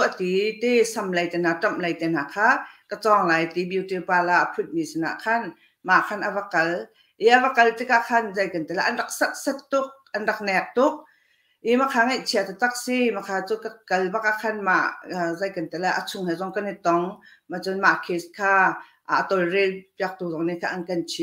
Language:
Hakha Chin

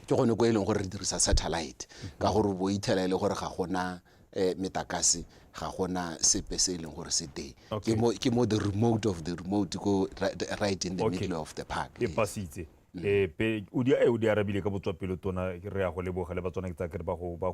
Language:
Tswana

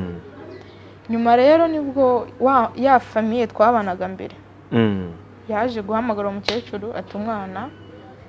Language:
Kinyarwanda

